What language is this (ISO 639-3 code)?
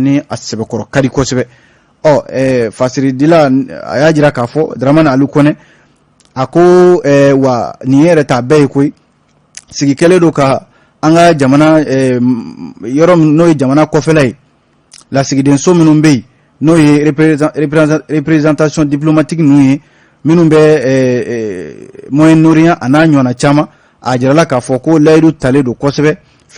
bam